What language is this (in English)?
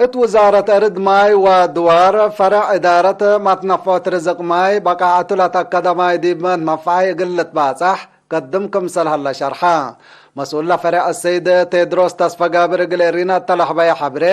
Tigre